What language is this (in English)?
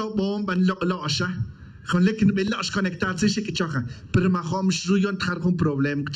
Tz'utujil